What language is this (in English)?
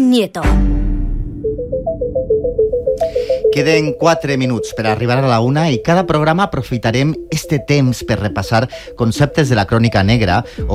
Catalan